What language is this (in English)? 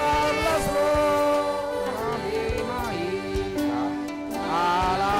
Batak Toba